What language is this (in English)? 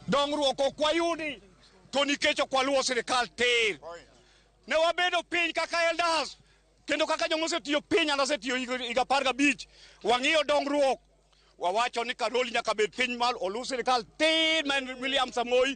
Luo (Kenya and Tanzania)